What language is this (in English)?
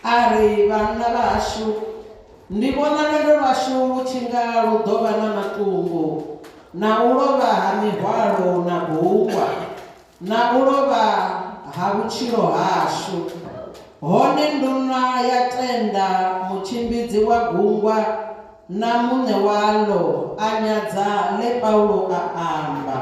Venda